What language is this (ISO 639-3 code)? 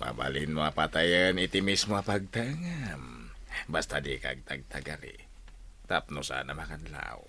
ilo